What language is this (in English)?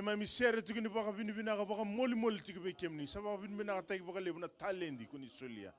Fijian